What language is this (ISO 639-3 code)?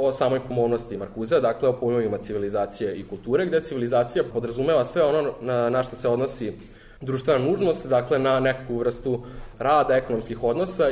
srp